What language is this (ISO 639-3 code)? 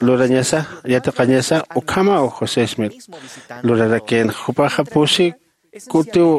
aym